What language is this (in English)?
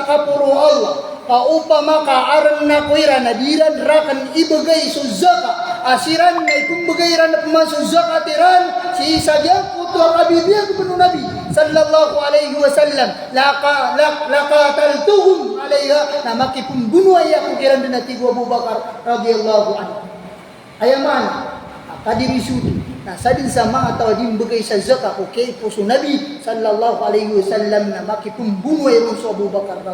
Maranao